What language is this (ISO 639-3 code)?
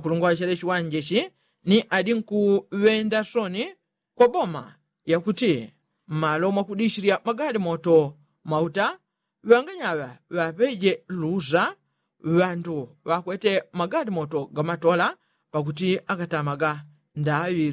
yao